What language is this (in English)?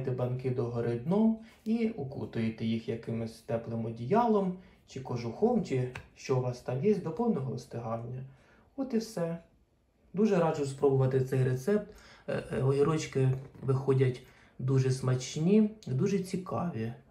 Ukrainian